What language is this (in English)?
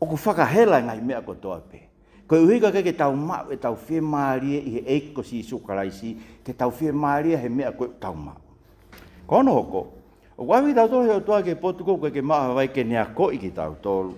Tongan